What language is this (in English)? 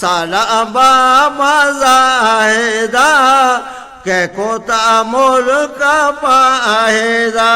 Eastern Balochi